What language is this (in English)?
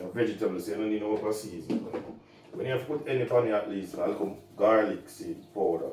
Jamaican Creole English